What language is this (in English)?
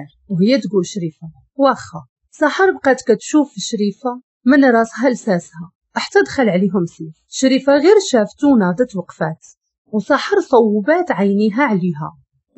Moroccan Arabic